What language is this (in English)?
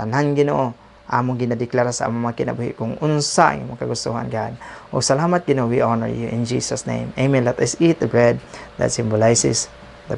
Cebuano